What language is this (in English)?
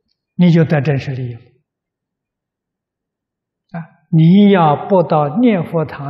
Chinese